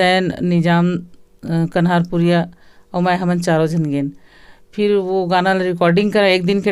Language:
Chhattisgarhi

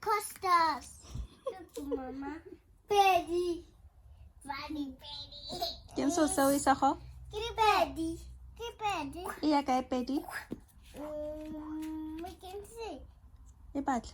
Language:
Tswana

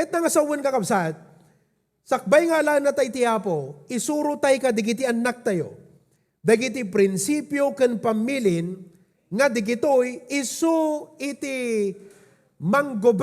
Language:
Iloko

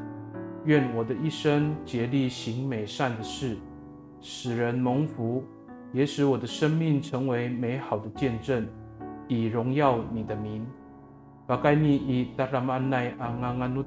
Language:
Amis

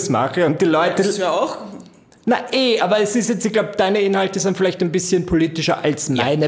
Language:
German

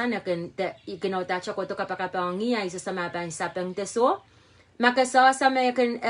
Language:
Pohnpeian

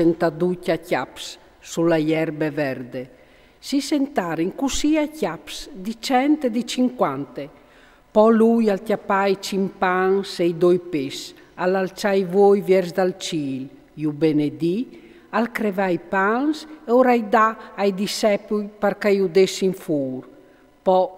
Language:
Friulian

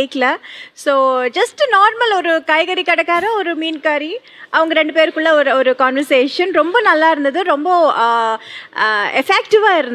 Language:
Tamil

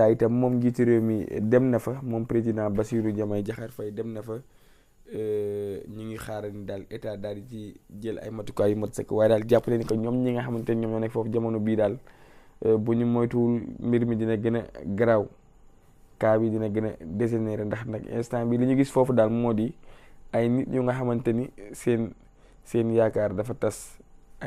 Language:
Wolof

